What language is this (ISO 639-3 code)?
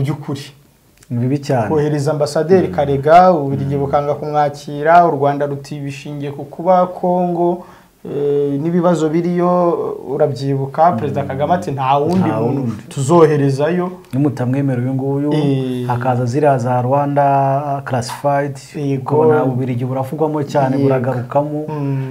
kin